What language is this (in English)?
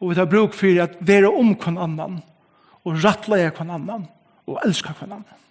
Faroese